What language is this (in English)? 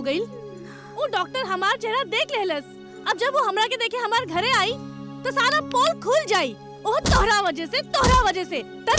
Bhojpuri